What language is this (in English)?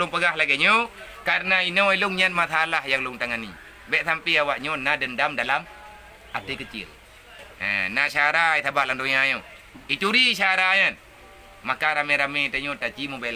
Achinese